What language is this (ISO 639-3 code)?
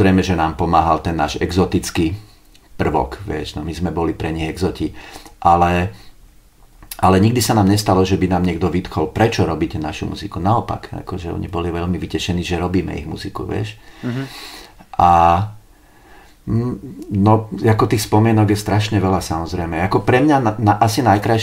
slk